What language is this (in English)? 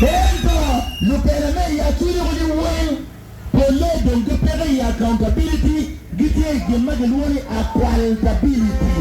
Acoli